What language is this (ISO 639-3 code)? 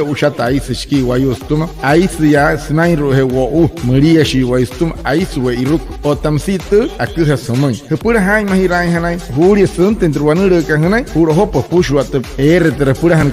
guc